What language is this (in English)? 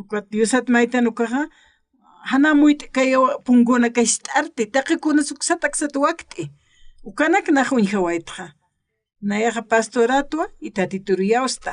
Aymara